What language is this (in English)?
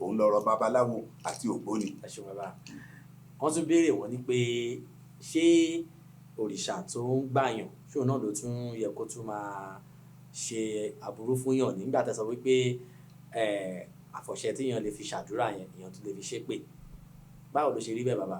Yoruba